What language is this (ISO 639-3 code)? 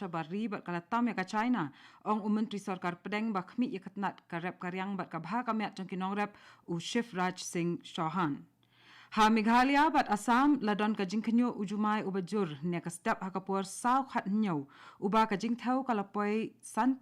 kha